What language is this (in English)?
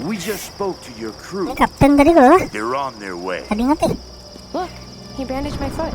Banjar